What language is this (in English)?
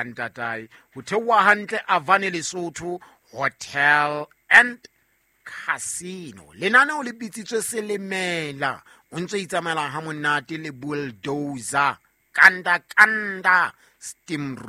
Southern Sotho